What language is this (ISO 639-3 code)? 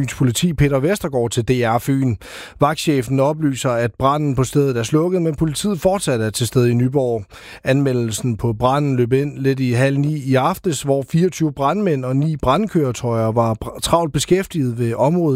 dan